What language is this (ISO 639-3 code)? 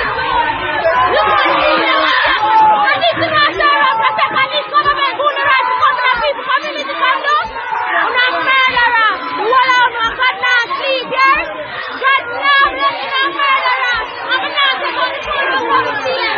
jam